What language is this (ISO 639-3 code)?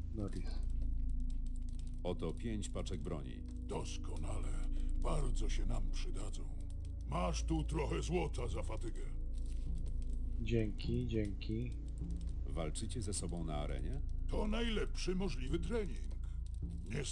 pol